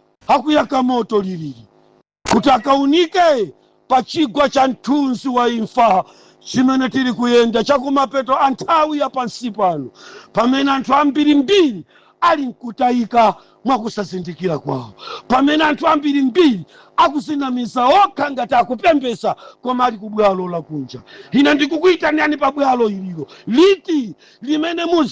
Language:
Nyanja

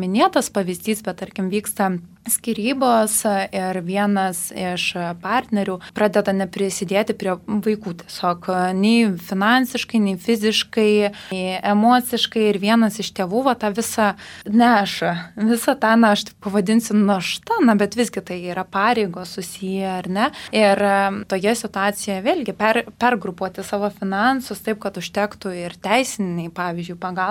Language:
Lithuanian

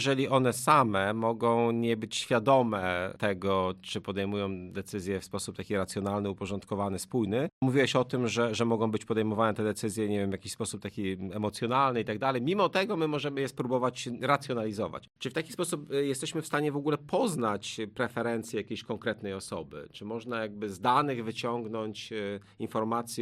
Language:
Polish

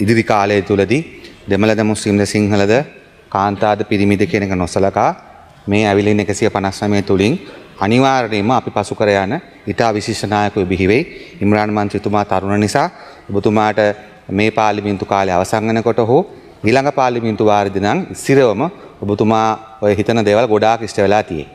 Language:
Sinhala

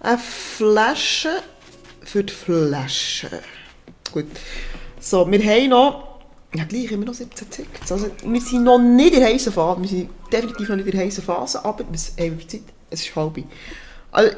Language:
Swiss German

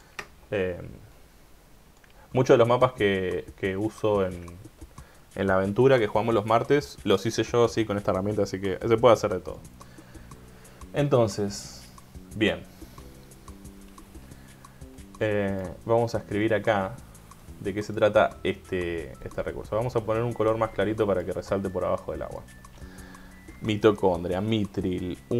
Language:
Spanish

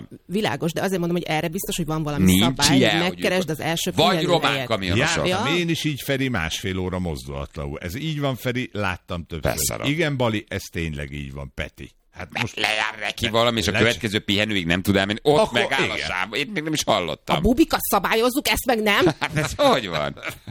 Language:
Hungarian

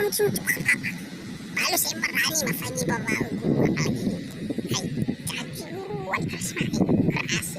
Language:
Nias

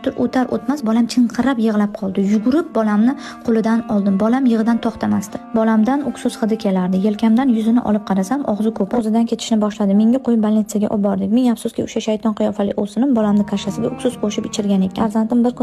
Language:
Uzbek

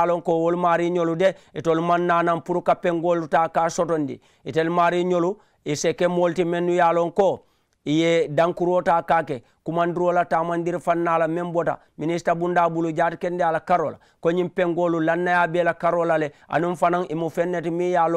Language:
Mandingo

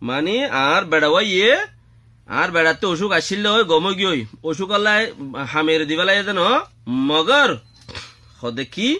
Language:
Rohingya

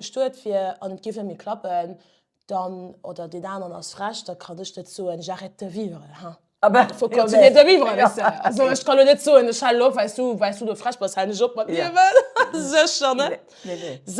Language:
Luxembourgish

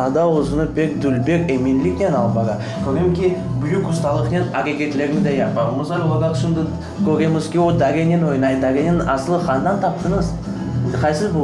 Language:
Crimean Tatar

